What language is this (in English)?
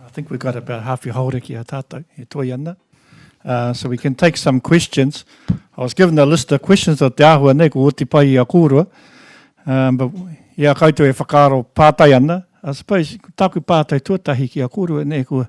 Māori